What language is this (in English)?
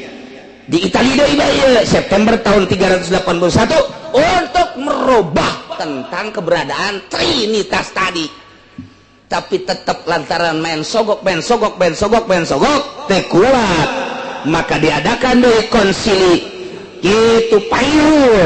Sundanese